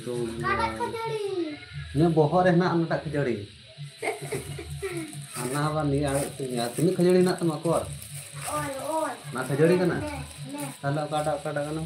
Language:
Santali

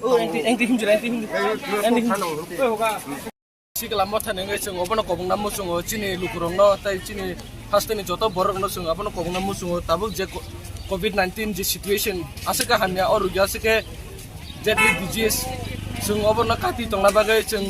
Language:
Kok Borok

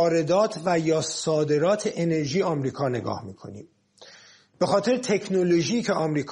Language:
Persian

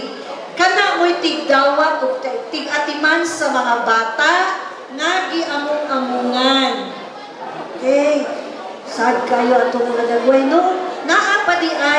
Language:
Cebuano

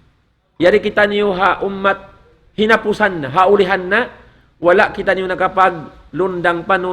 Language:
Tausug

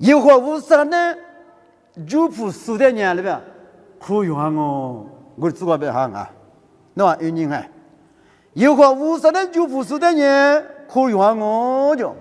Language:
Lisu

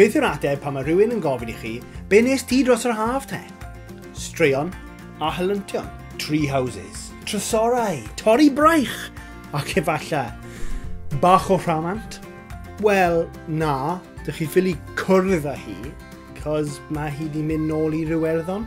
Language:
Welsh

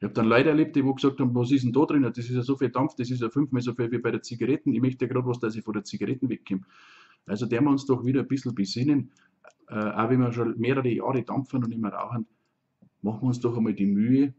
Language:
Bavarian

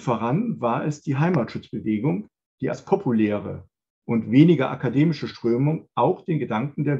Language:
German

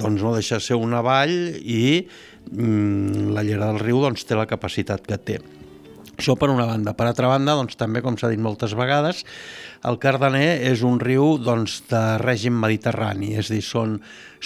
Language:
Catalan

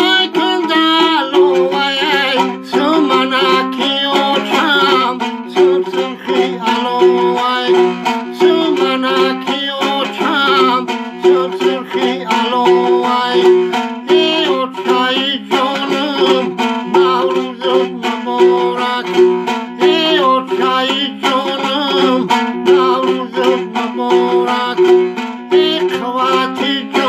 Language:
Tajik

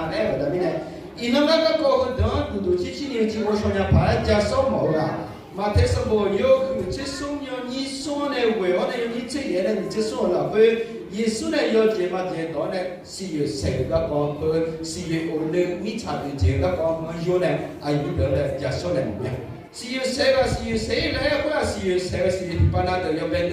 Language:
Akha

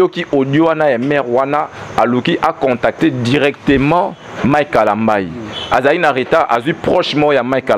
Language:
Lingala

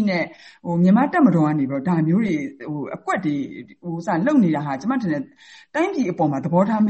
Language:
Burmese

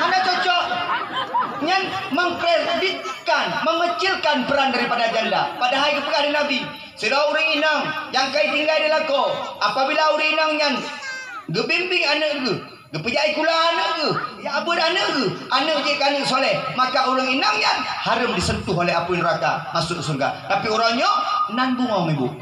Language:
Achinese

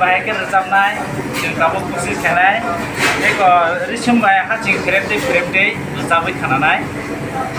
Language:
Kok Borok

